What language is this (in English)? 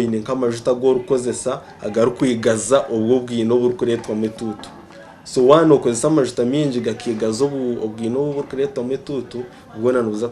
Nyankole